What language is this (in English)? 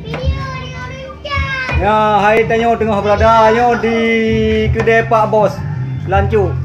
Achinese